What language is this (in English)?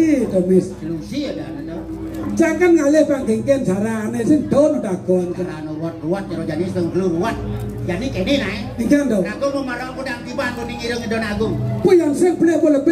Balinese